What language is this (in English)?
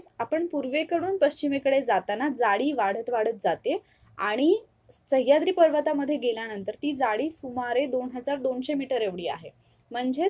Marathi